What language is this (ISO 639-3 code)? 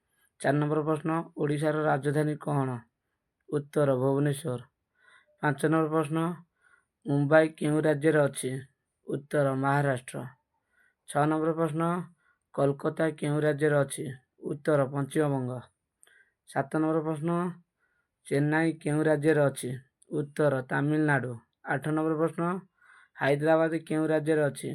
ori